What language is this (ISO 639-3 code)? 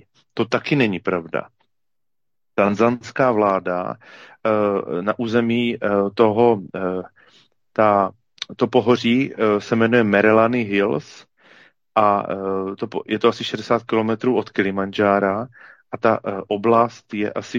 ces